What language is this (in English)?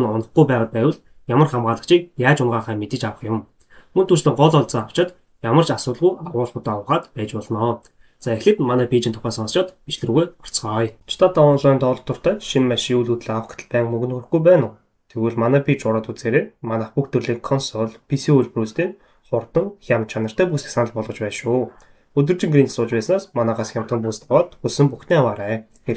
Mongolian